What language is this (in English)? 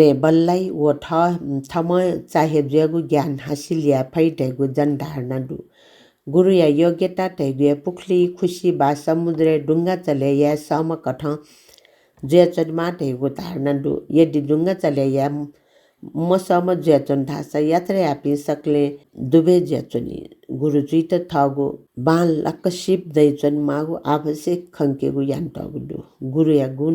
Newari